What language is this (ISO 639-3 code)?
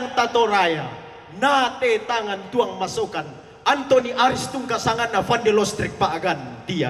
sda